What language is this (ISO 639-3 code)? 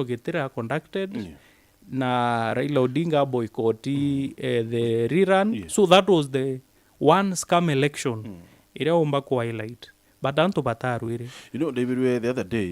mer